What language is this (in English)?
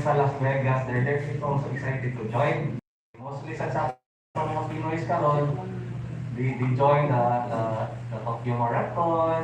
Cebuano